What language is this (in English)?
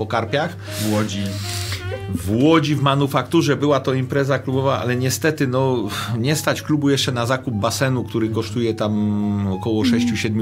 Polish